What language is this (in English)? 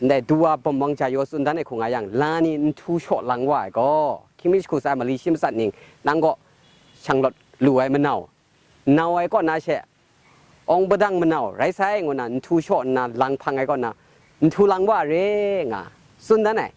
Kachin